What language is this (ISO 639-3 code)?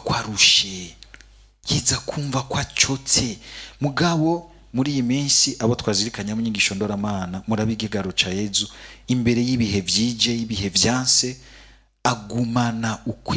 run